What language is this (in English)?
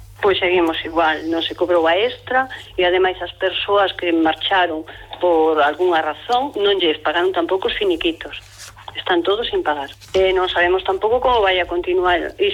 Galician